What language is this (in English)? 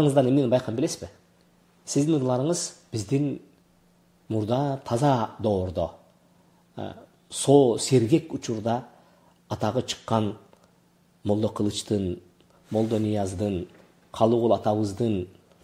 Kyrgyz